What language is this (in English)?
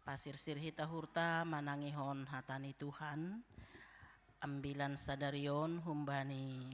Batak Simalungun